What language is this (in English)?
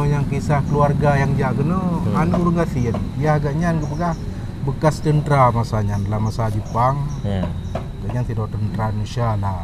Achinese